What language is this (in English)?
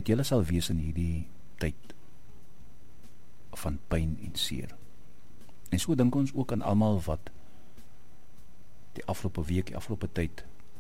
Afrikaans